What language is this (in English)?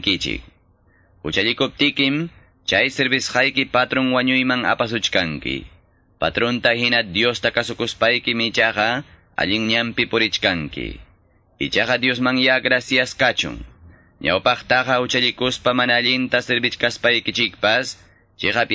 Quechua